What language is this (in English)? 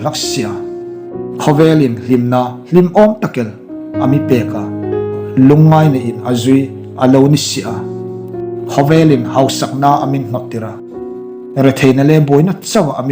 Hmar